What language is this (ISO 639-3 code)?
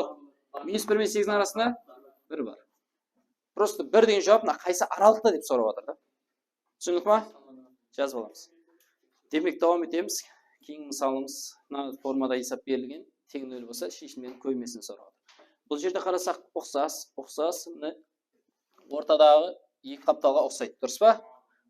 kaa